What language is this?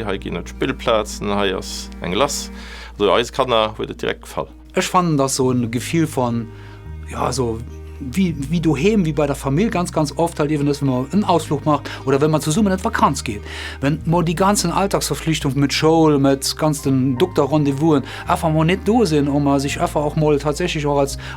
Luxembourgish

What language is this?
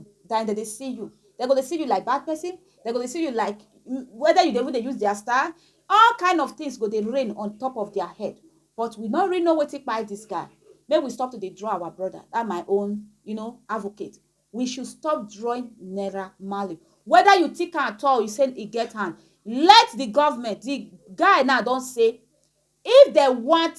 Nigerian Pidgin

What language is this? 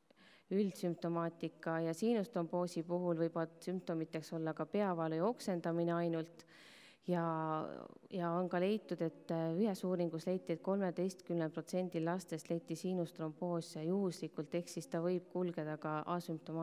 Estonian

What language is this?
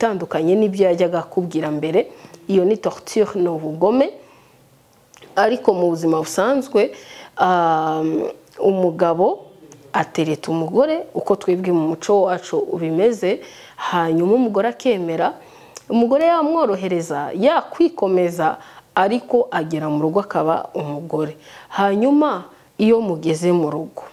Kinyarwanda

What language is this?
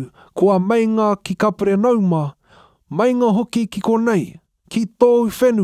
Māori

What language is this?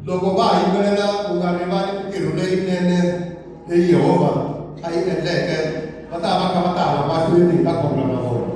Tsonga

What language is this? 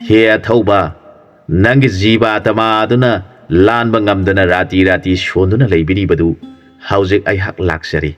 Manipuri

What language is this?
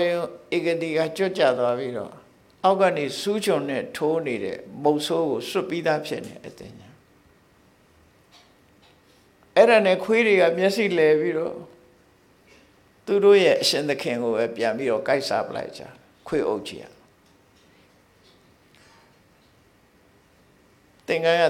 Burmese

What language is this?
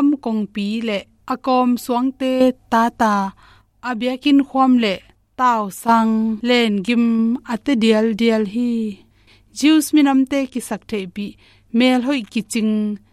Tedim Chin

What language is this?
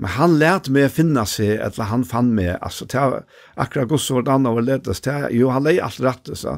Faroese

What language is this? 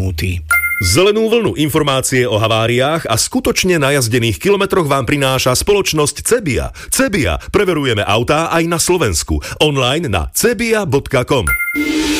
Slovak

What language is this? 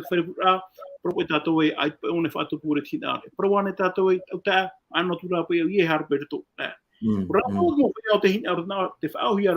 Tahitian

